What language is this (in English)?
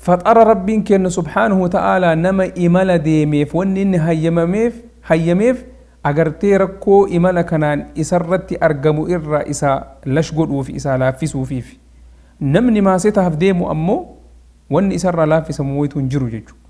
Oromo